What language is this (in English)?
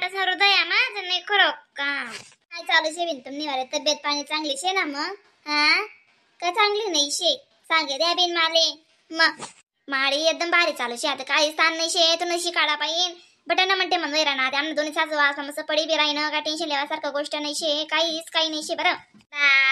Khandesi